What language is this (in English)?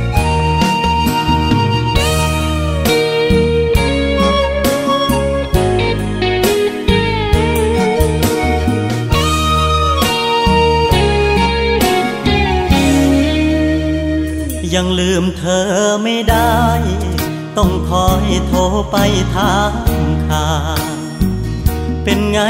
Thai